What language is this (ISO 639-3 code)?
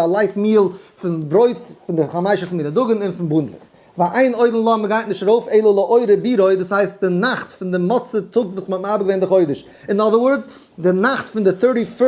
yid